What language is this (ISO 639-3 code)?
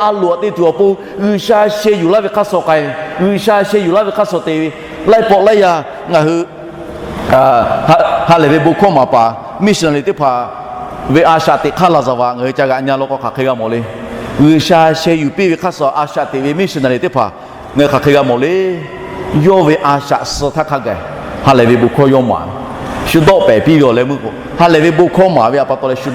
lhu